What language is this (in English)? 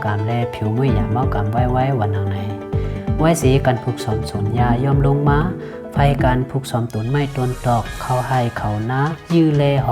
Shan